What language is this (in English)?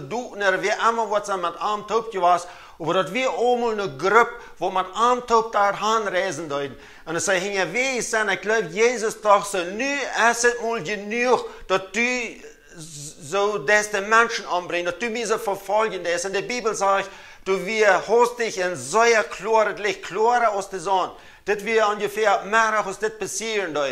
Plautdietsch